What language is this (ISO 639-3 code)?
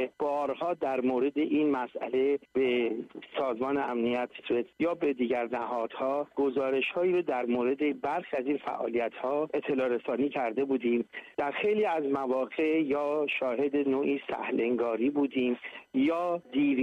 fas